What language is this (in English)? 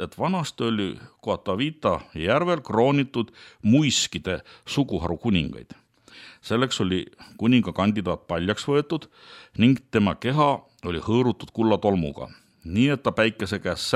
Estonian